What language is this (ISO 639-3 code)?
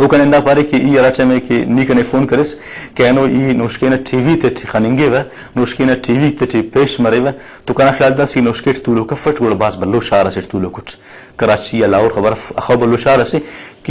brh